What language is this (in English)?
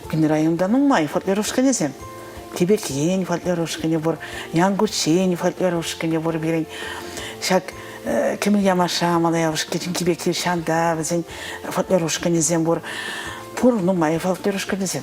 Chuvash